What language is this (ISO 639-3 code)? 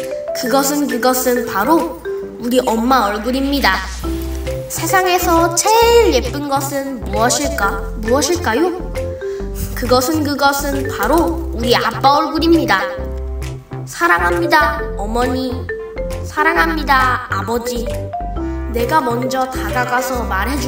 kor